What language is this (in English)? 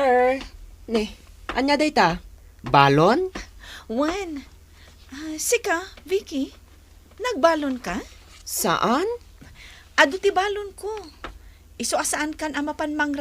Iloko